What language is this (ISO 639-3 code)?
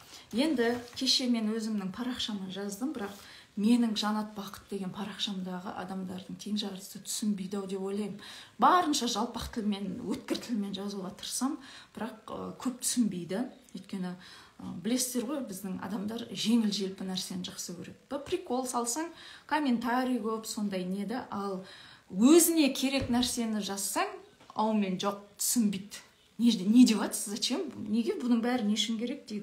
kaz